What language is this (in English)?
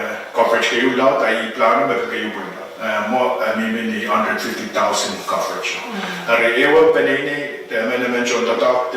Pohnpeian